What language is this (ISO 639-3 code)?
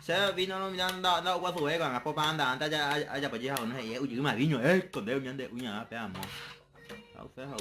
grn